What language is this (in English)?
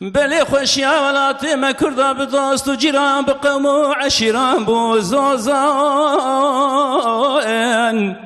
Kurdish